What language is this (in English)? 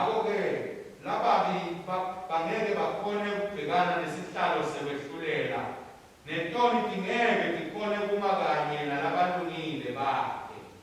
Swati